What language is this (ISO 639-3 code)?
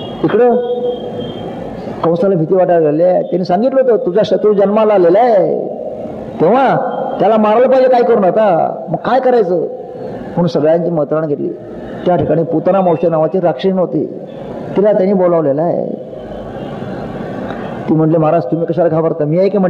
mar